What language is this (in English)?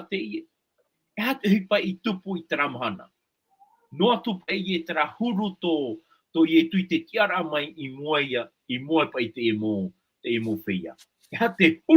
Tahitian